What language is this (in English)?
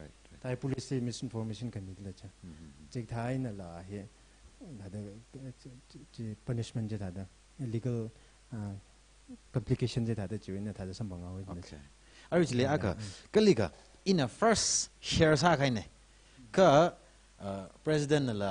Tangkhul Naga (India)